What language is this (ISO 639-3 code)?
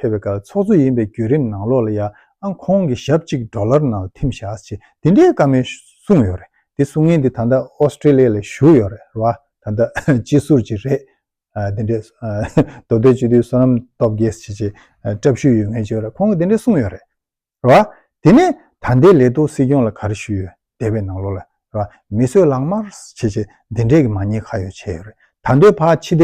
bod